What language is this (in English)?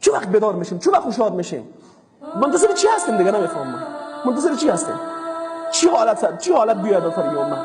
Persian